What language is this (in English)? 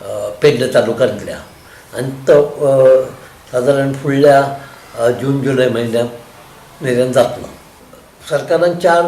Konkani